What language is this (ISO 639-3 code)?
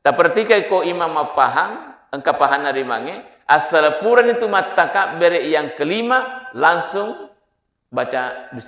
bug